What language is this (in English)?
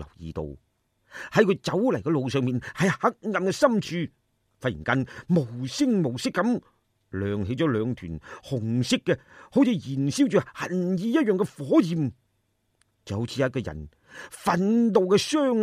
Cantonese